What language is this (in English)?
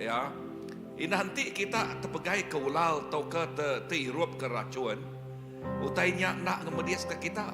Iban